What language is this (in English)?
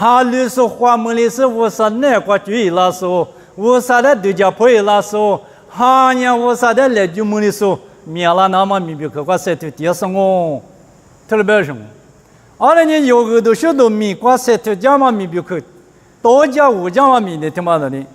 Lisu